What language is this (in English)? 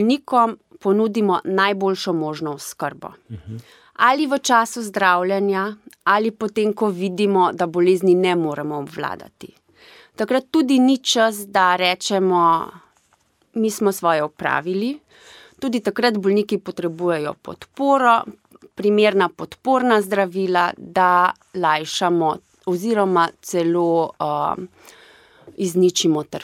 Slovenian